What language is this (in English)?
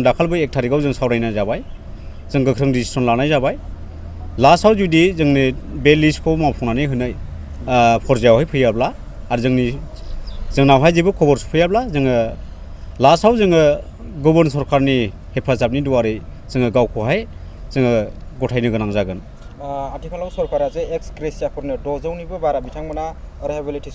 Bodo